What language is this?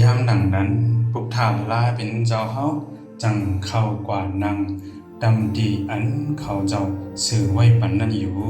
Shan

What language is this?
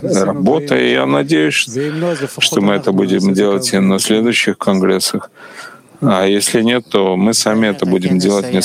Russian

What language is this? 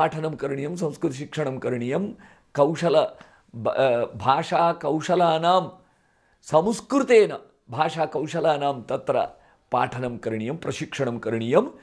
Sanskrit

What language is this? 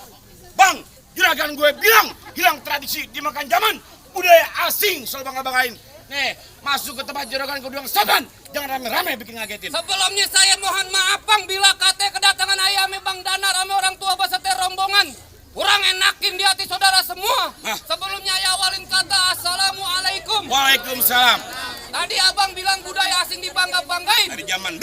Betawi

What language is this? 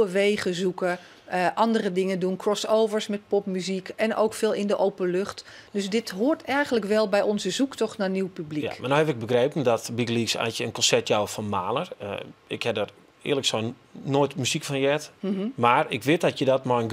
Western Frisian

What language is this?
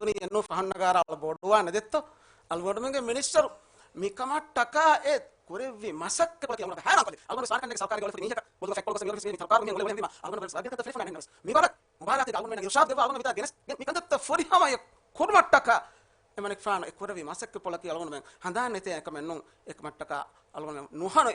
Divehi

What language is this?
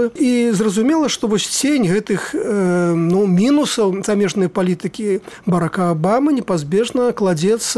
Belarusian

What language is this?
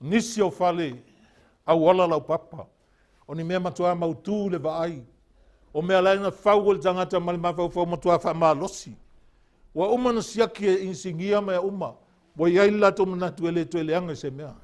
Samoan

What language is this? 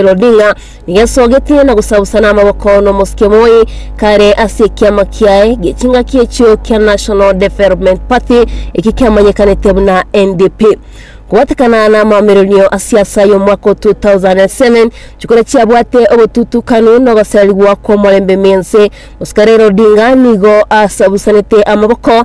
Gusii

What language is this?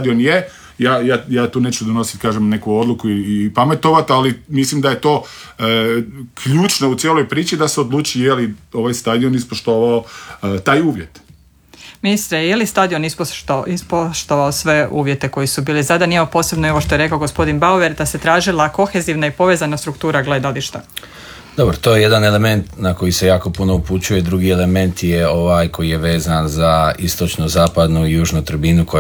Croatian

